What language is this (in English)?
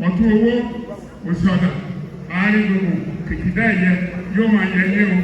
Yoruba